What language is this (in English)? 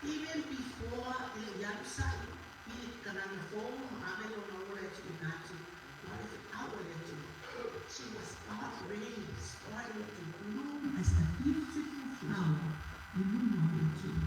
Samoan